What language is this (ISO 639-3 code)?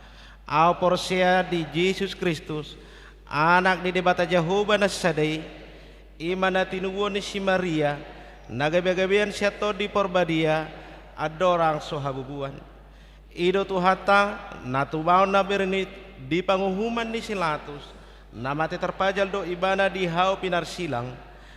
bbc